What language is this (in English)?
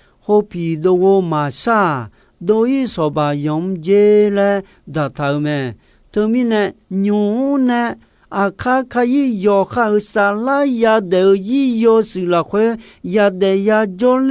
Akha